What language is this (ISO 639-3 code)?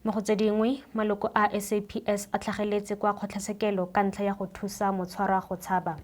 tsn